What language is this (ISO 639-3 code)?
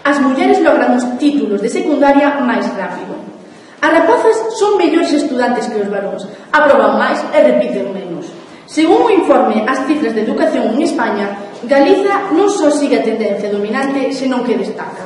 glg